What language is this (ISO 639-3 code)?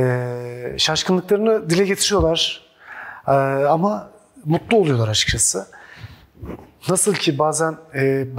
tur